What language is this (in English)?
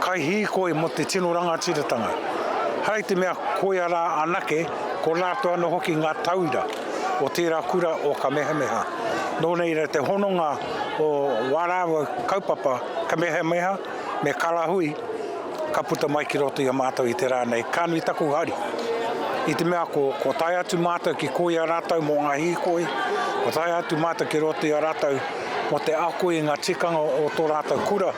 Māori